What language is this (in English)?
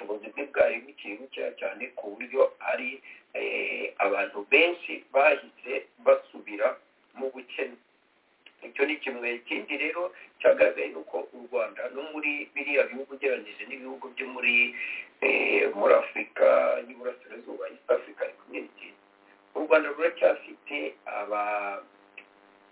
Kinyarwanda